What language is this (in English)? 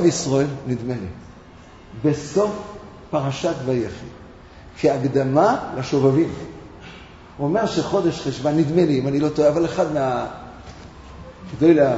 Hebrew